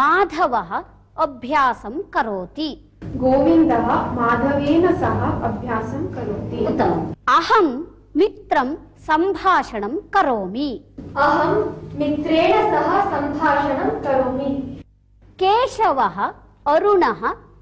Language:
Sanskrit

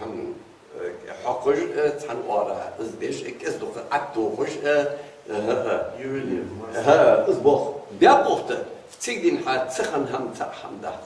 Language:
Ingush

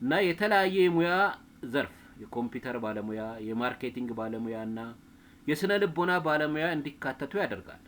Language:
Amharic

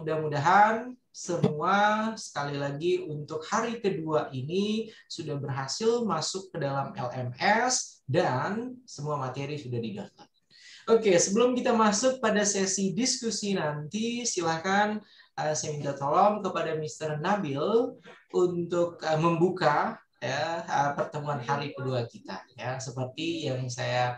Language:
Indonesian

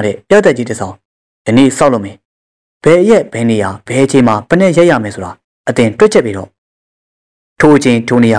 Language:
Burmese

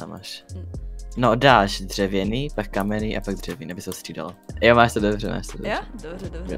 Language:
Czech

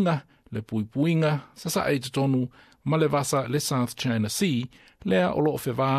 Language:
Samoan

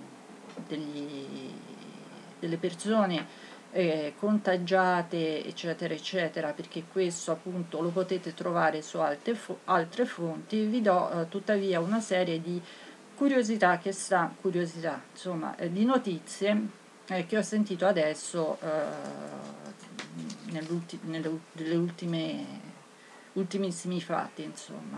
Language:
Italian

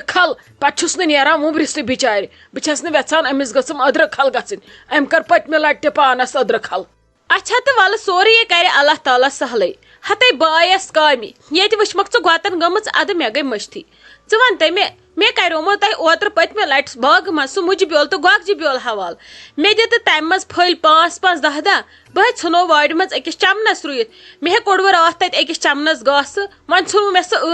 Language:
Kashmiri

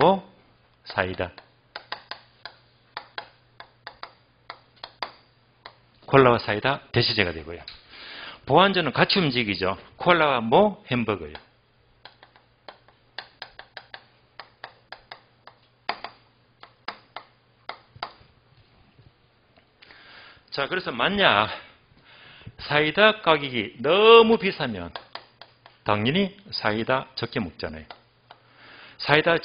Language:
Korean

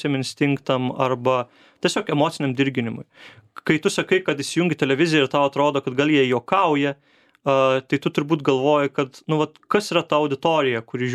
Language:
Lithuanian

